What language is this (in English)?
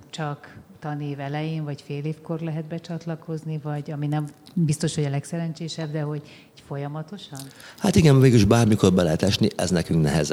Hungarian